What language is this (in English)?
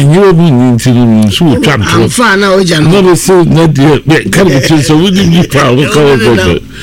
Akan